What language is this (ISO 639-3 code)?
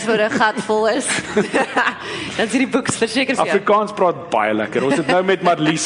afr